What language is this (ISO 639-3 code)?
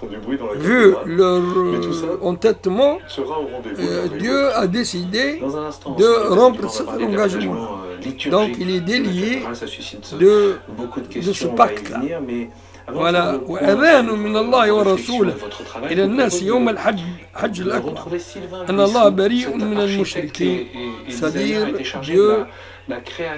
fra